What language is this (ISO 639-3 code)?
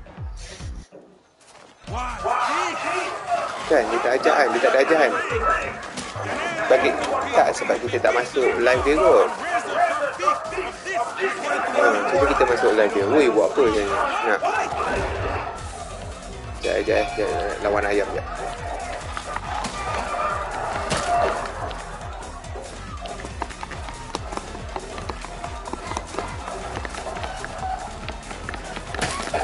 msa